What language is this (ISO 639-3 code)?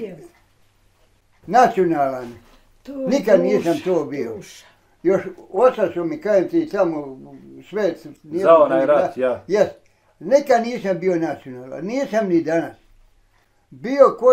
bos